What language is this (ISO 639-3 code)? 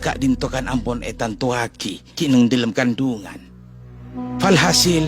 mad